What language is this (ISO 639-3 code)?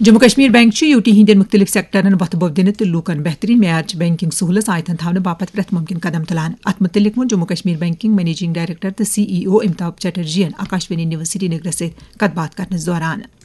kas